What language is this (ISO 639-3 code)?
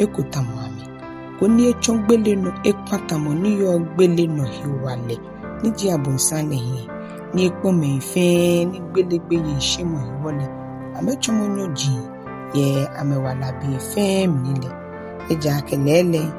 gaa